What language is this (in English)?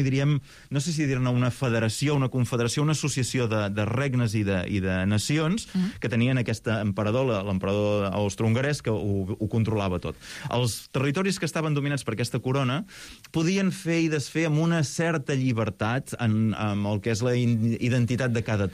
Catalan